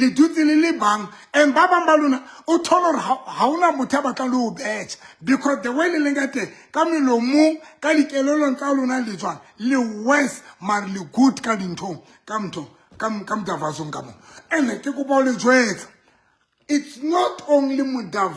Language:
Southern Sotho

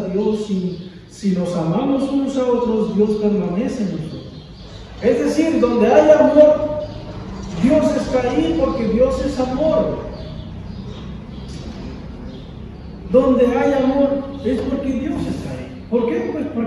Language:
Spanish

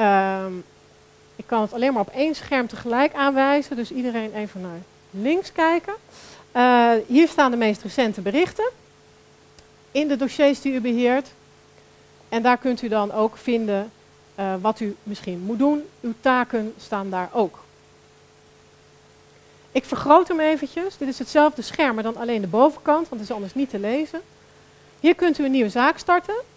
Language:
Dutch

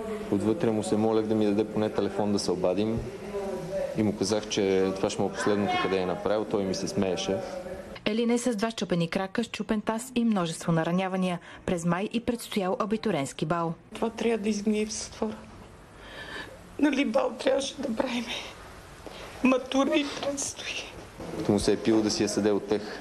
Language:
Bulgarian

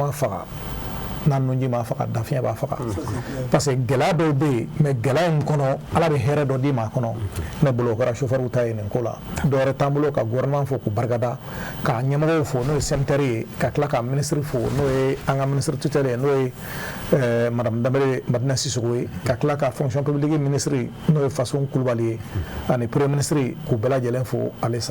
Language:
Bambara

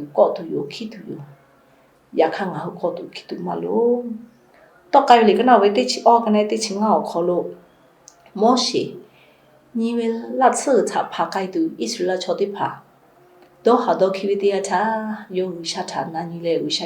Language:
Lahu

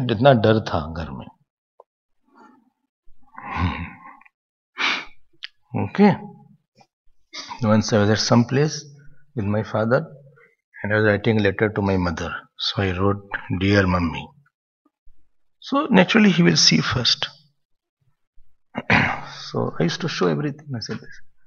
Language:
English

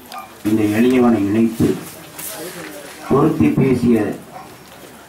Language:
Tamil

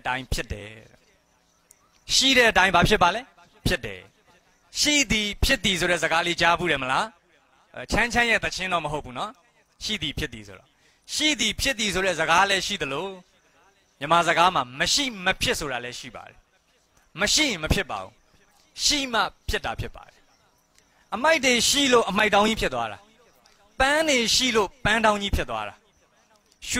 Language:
Burmese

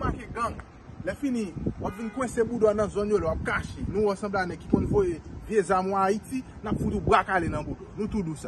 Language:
Haitian Creole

